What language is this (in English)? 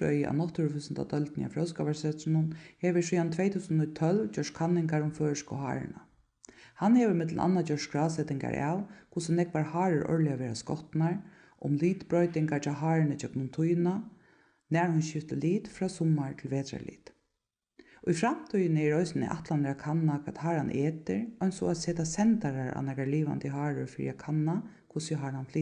Faroese